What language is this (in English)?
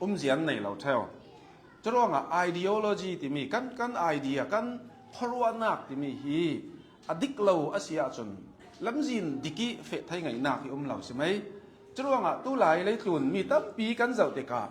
Hakha Chin